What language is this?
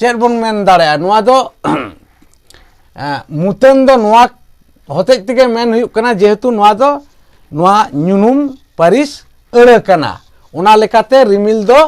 Santali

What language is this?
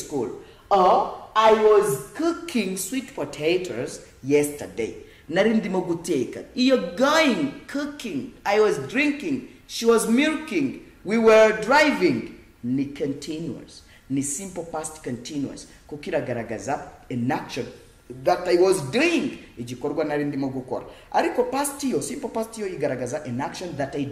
Kinyarwanda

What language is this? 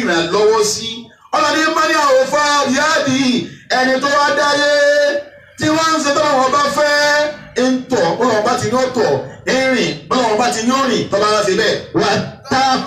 Yoruba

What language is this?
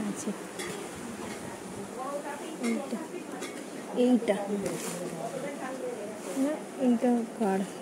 Bangla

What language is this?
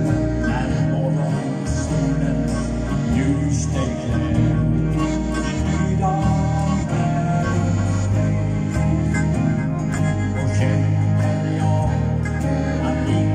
Swedish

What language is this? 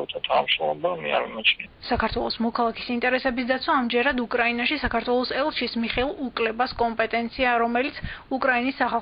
Georgian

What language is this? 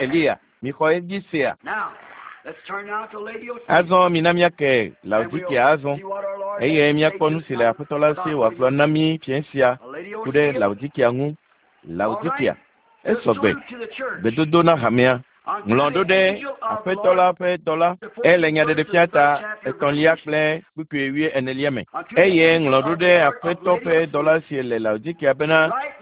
Ewe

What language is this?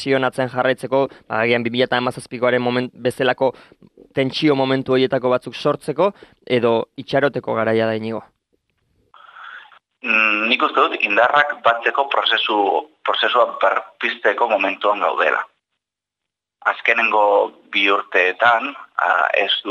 Basque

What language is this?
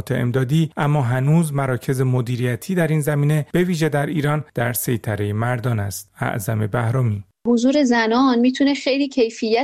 Persian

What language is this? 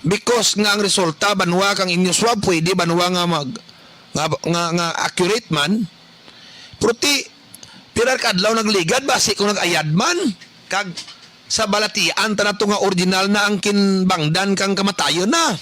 Kinaray-a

